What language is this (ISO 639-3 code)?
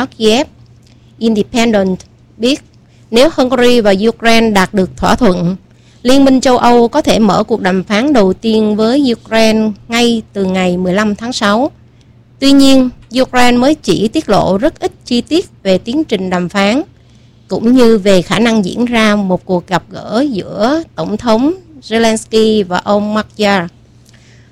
vie